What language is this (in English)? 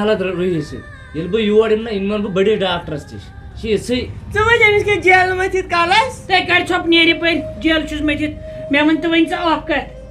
Kashmiri